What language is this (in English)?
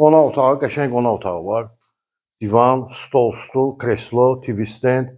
Azerbaijani